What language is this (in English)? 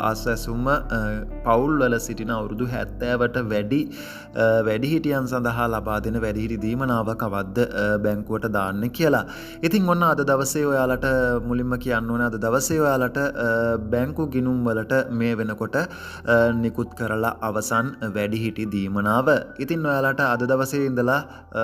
Sinhala